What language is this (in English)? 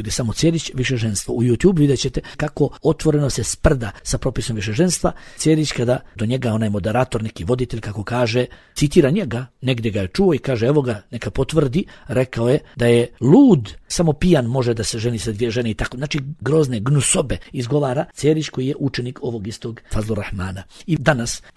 Bosnian